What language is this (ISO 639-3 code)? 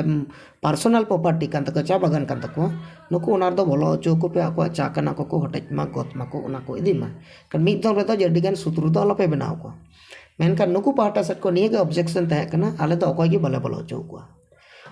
sat